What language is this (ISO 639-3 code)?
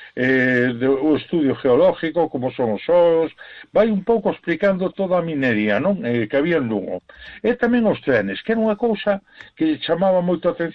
glg